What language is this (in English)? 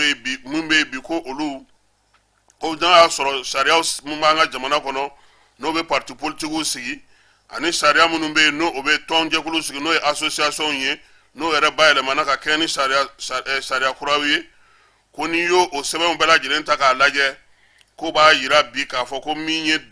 Bambara